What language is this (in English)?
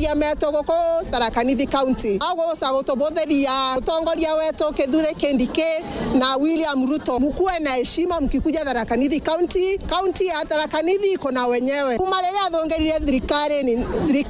Meru